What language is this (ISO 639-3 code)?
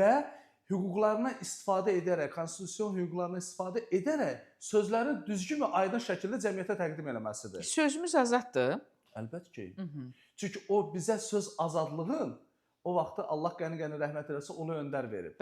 aze